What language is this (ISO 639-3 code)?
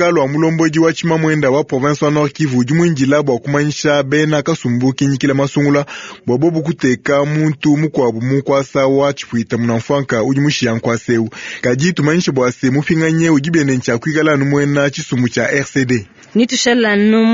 lua